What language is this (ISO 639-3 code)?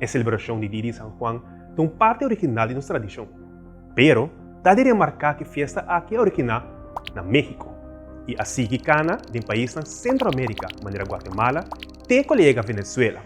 pap